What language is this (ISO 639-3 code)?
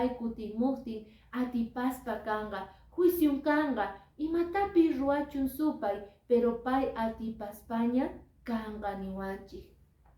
que